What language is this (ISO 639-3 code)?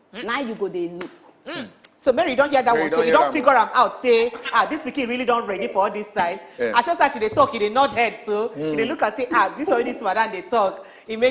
pcm